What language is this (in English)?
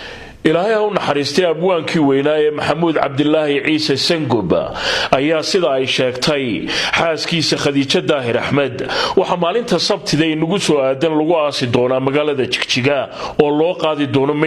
Somali